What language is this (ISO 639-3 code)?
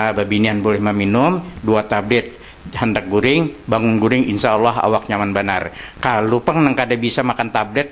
bjn